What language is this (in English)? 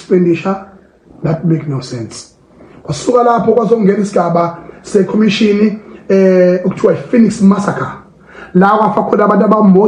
Zulu